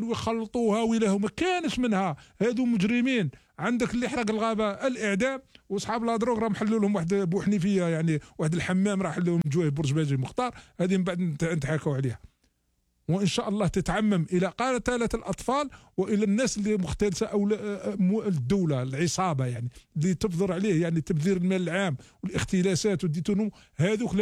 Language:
Algerian Arabic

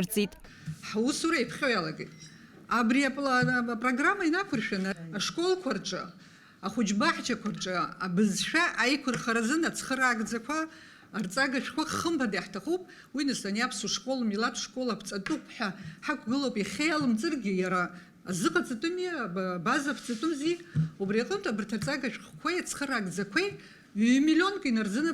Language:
Abkhazian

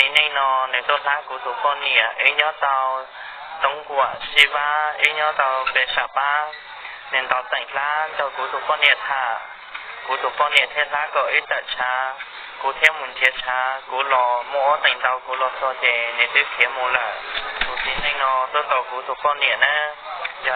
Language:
Hmong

